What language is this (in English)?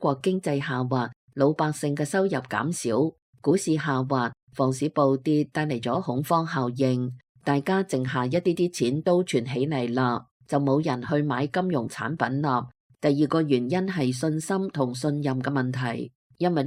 Cantonese